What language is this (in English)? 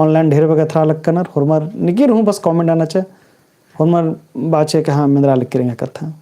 Kurukh